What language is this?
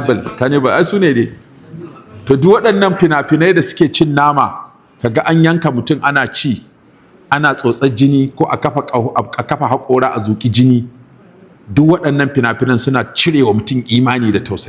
Hausa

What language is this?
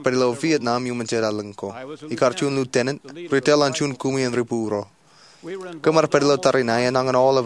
Marshallese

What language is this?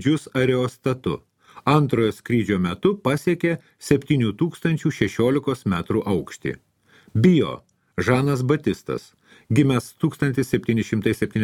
Lithuanian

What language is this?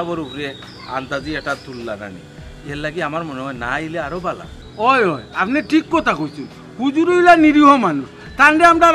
Sylheti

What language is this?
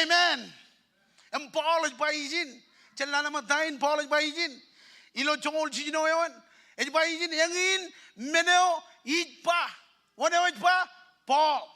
Marshallese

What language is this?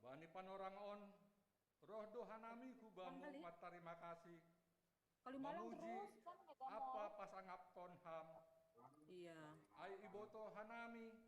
Batak Simalungun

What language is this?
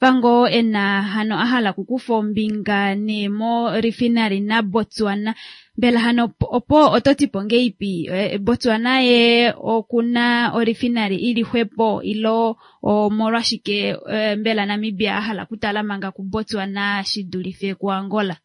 Kuanyama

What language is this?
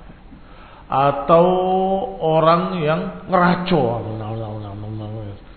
Indonesian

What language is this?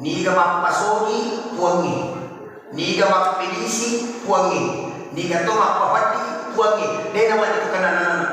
Buginese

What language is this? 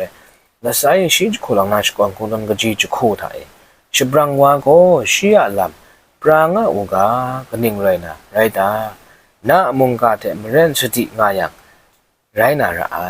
Kachin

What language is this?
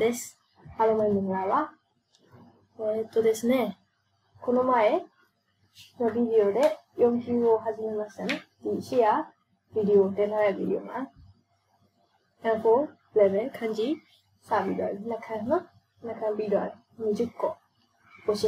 Burmese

